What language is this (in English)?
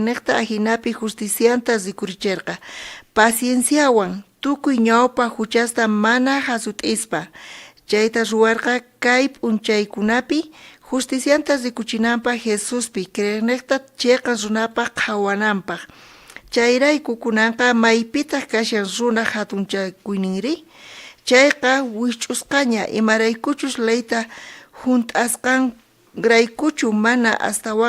South Bolivian Quechua